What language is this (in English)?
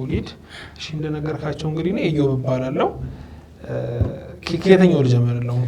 Amharic